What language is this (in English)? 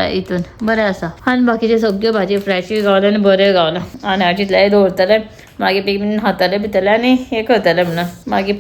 Konkani